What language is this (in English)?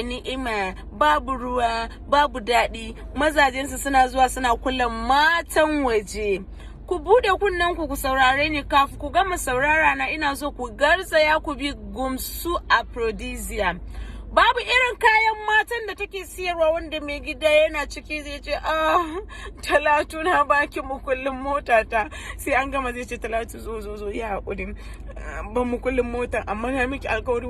Hausa